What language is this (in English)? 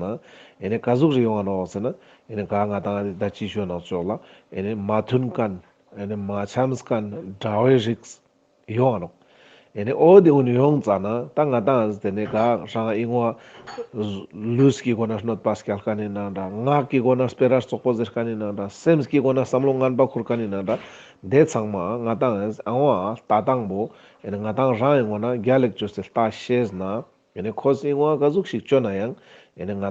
Ladakhi